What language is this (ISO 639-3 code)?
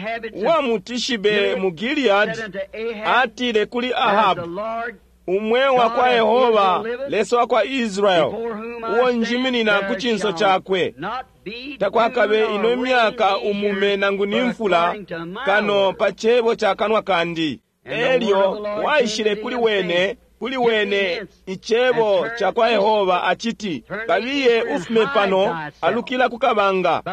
bem